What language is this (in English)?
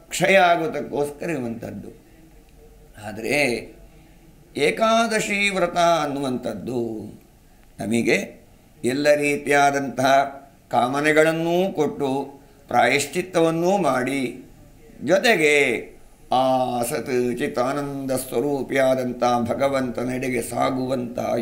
Kannada